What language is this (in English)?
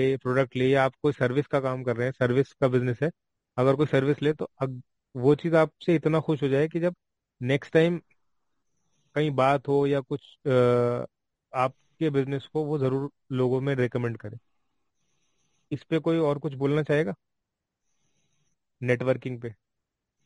Hindi